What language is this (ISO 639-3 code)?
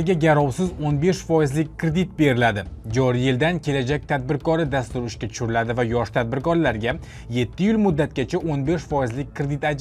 uzb